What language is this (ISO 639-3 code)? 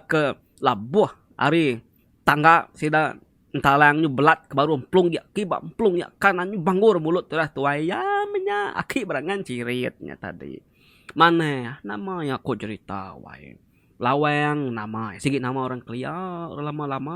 iba